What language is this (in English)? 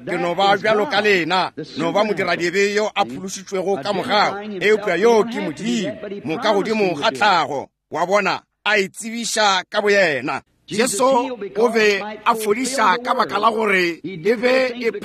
Northern Sotho